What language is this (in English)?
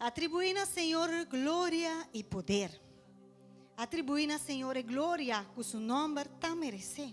Papiamento